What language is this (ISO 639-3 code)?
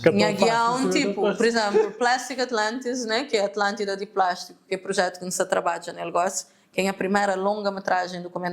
kea